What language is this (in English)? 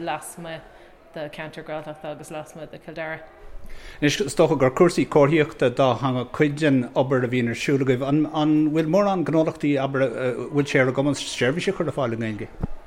Irish